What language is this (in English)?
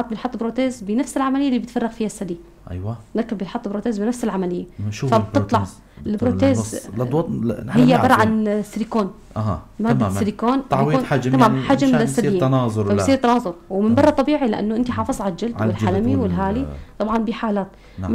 North Levantine Arabic